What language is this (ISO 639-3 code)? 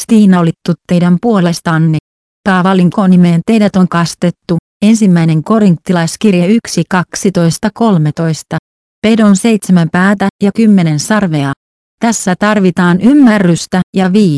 fin